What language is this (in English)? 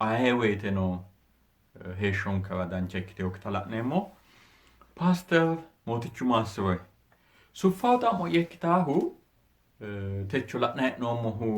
Sidamo